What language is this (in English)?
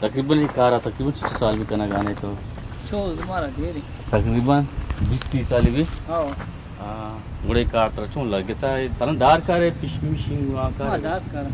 Eastern Balochi